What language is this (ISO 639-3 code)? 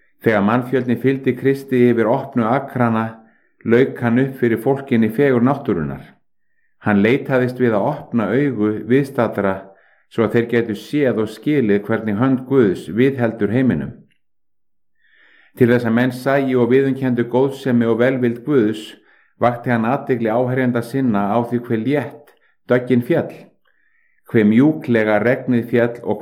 isl